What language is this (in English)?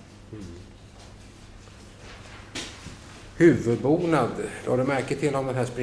Swedish